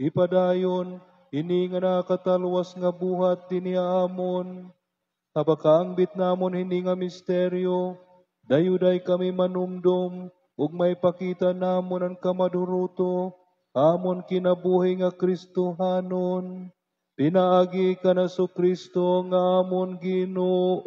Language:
Waray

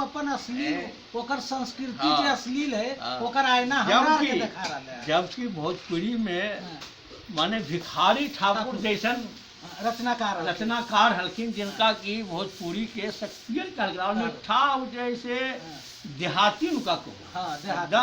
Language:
Magahi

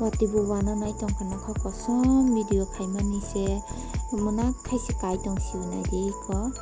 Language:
Kok Borok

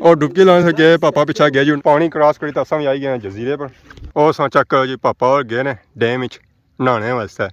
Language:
Pahari-Potwari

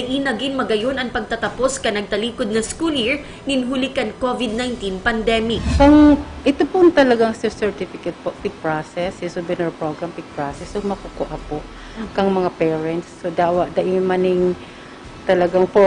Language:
Bikol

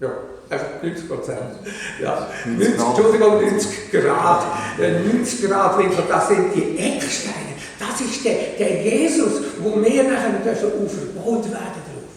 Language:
Swiss German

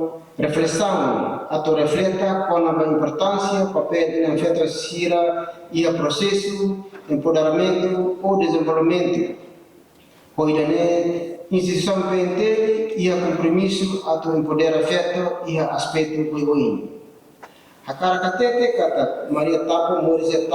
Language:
Tetum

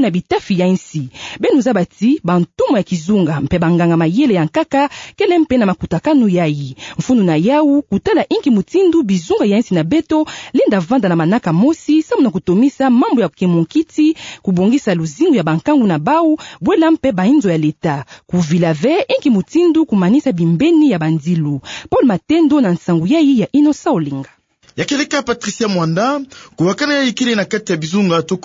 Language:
Kituba (Democratic Republic of Congo)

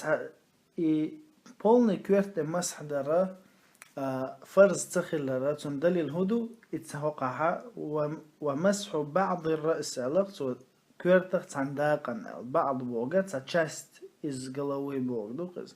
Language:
Chechen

